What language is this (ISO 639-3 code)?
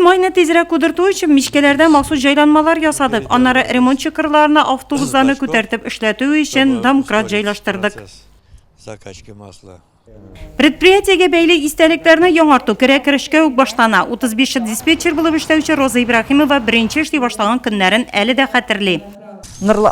tat